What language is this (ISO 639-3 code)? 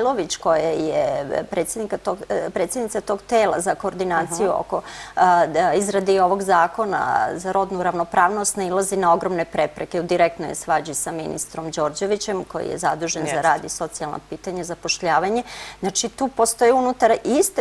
srp